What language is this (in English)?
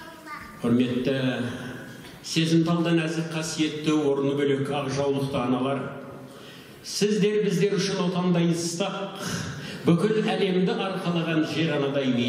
Kazakh